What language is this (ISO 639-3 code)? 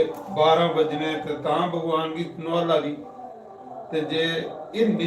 doi